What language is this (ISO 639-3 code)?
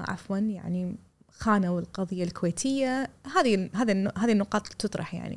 afb